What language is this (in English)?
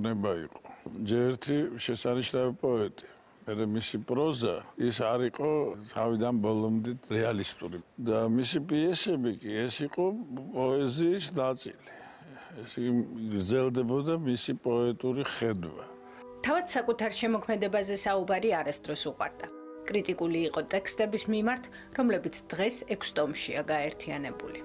Georgian